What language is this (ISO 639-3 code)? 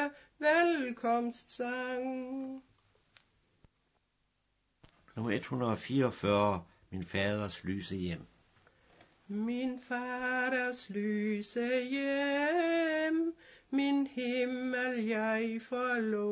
dan